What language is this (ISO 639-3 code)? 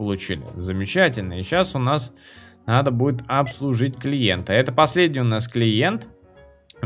rus